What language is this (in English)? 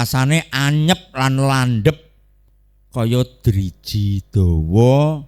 Javanese